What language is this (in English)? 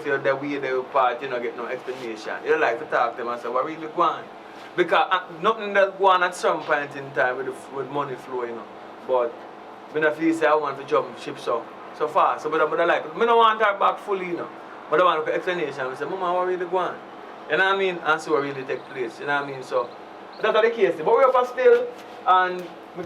Jamaican Creole English